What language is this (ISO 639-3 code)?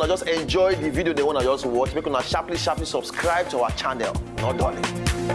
pcm